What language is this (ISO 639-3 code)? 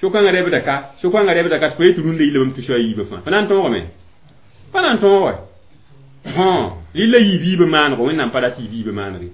mos